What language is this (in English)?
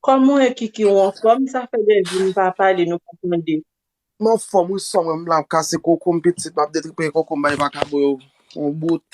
Haitian Creole